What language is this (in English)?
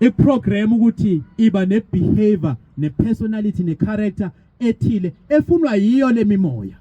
Zulu